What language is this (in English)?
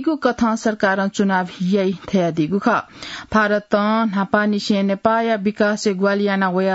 Newari